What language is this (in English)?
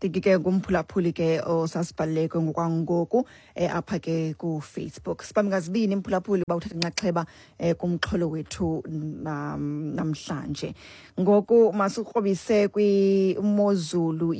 Xhosa